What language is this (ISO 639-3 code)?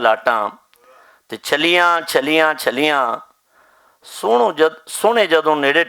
lah